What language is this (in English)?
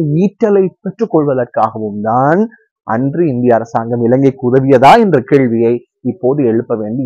Tamil